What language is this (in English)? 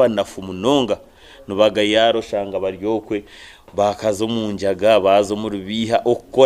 Nyankole